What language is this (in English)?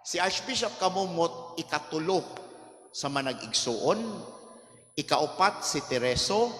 Cebuano